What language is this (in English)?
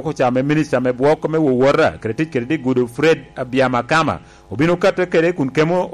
Lango (Uganda)